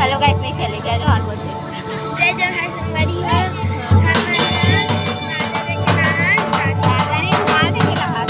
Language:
Chhattisgarhi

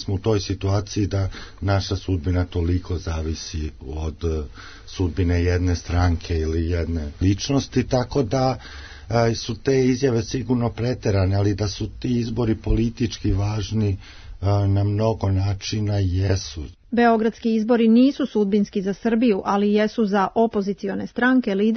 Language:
Serbian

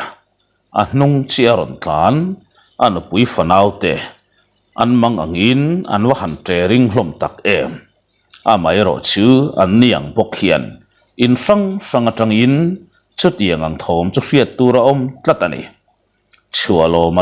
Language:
Mizo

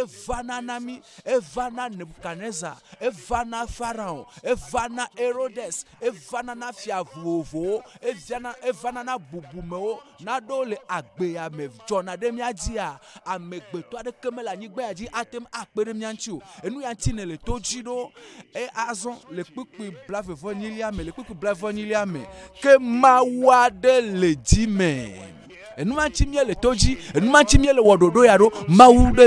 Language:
Ewe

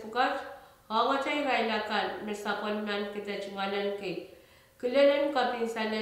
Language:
Pohnpeian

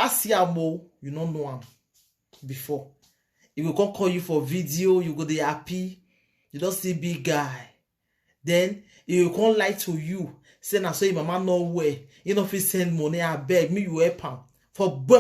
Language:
Nigerian Pidgin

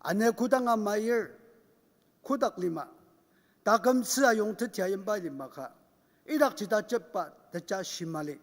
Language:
Ao Naga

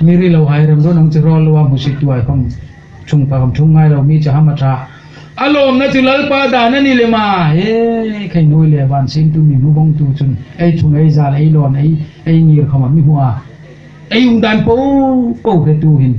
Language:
Hmar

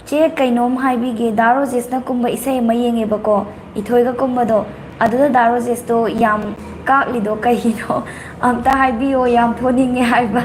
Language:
Manipuri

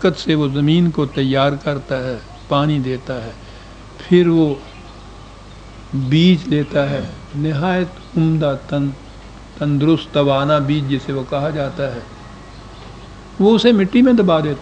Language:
Urdu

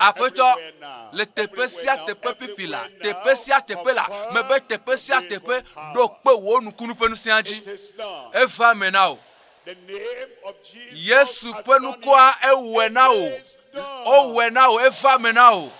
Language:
Ewe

